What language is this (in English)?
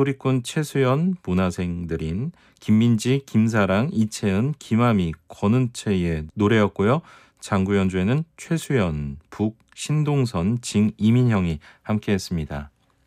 Korean